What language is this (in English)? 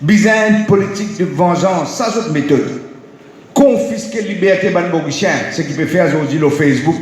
Morisyen